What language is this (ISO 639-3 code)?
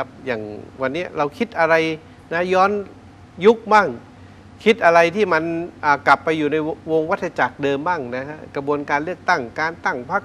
tha